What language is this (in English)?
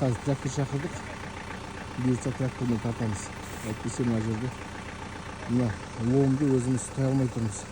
Kazakh